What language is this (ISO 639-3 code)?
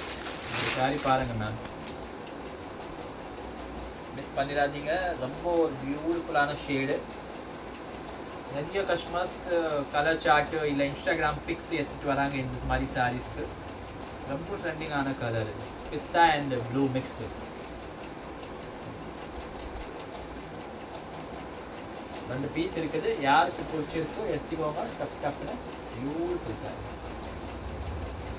tam